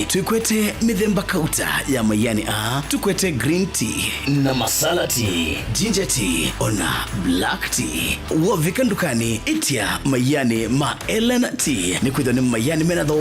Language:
Kamba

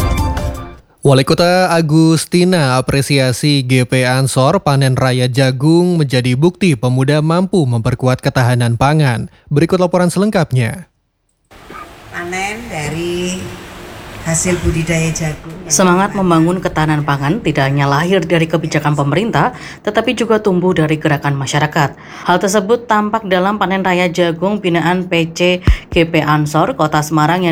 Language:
Indonesian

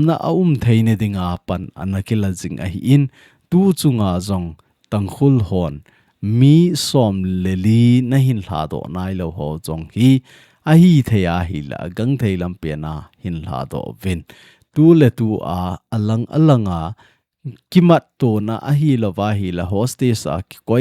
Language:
Thado Chin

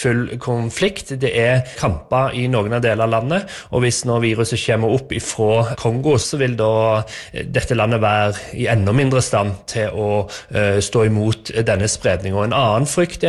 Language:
Norwegian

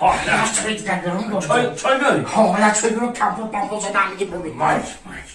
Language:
Tajik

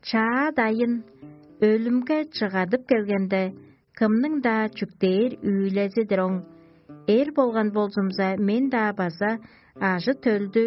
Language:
Tuvinian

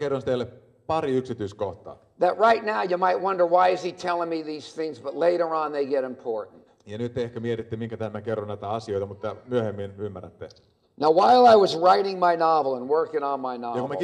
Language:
Finnish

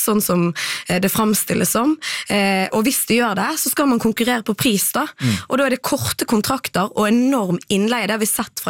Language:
Norwegian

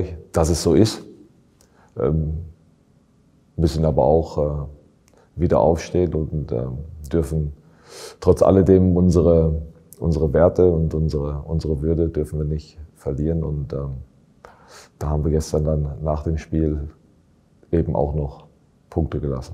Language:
German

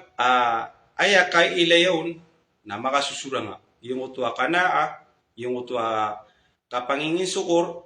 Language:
Maranao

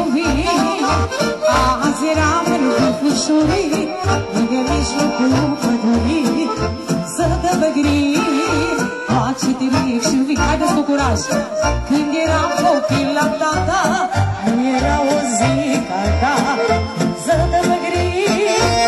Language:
Romanian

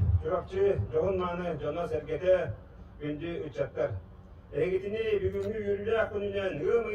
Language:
Yakut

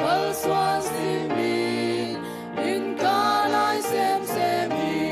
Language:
Tedim Chin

